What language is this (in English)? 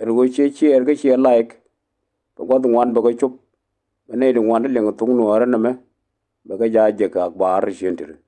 Nuer